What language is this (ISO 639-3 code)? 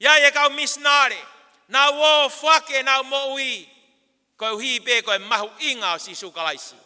ton